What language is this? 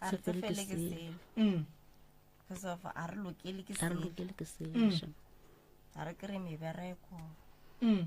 Northern Sotho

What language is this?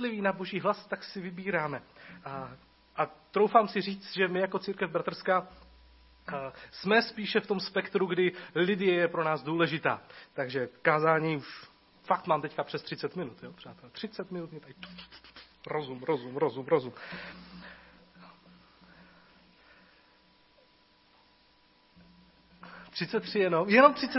Czech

